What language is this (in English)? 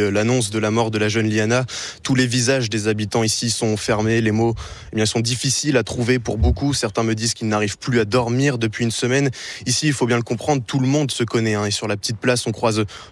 French